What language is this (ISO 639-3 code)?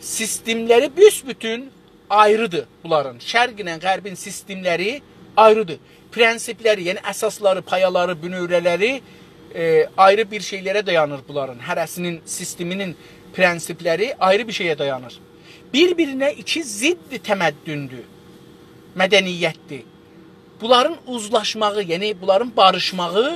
azb